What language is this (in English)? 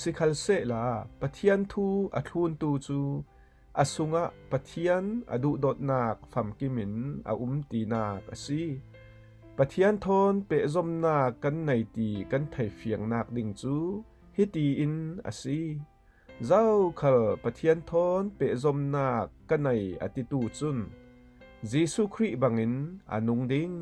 Falam Chin